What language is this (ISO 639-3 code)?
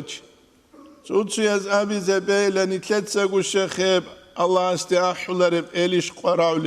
ava